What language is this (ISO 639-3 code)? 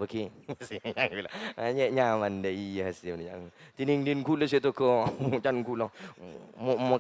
mad